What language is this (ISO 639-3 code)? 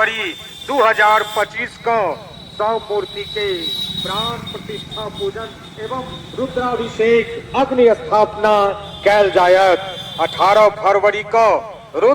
mai